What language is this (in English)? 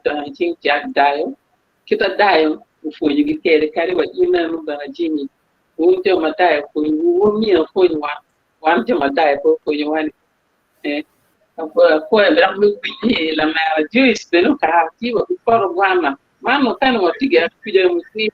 Acoli